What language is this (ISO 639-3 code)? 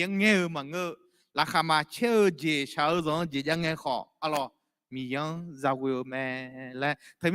ahk